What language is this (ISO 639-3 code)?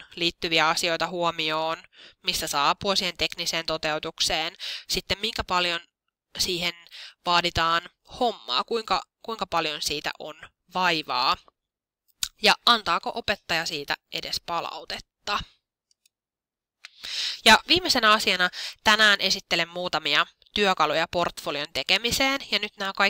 fin